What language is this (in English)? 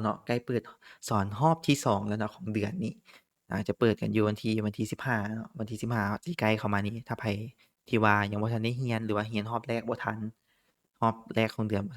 Lao